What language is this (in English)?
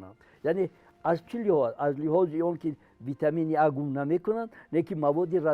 Tajik